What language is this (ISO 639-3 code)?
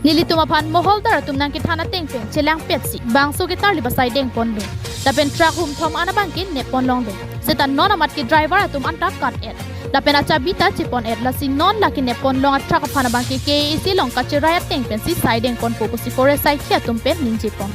mjw